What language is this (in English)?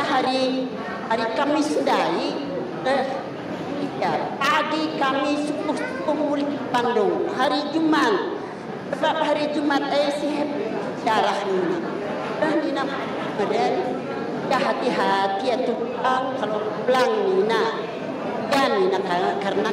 Batak Karo